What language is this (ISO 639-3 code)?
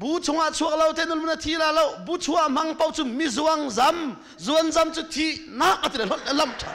cnh